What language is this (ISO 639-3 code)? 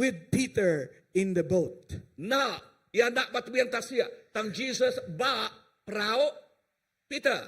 iba